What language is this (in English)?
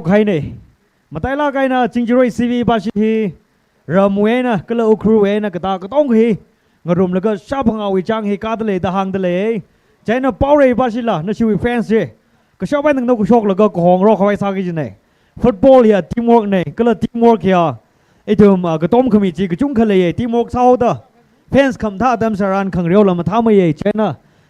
Tangkhul Naga (India)